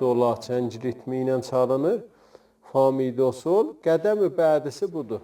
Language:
South Azerbaijani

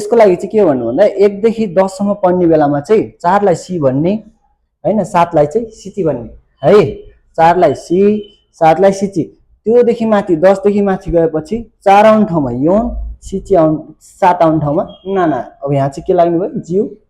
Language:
Nepali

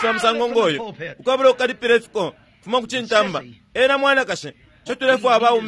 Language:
Bemba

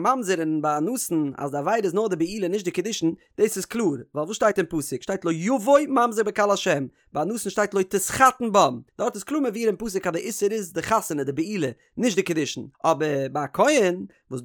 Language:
Yiddish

